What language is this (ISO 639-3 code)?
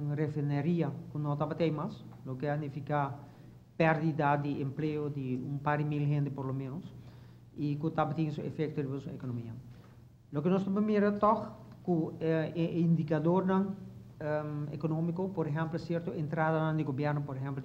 pap